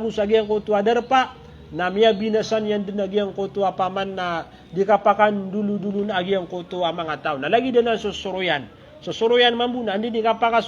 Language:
Maranao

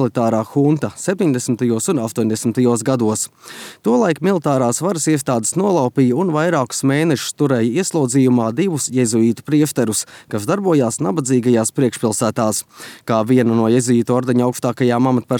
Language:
Latvian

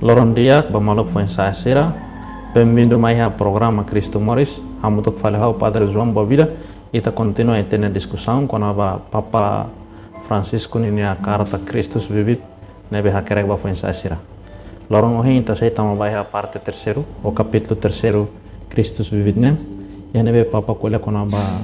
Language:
Tetum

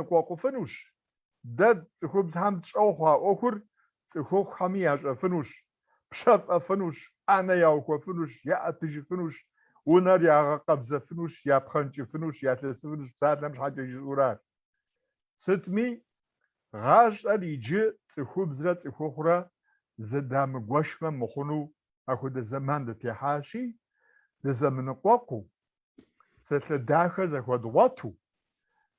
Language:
Kabardian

